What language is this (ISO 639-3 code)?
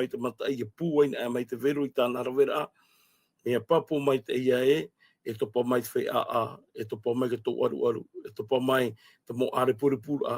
tah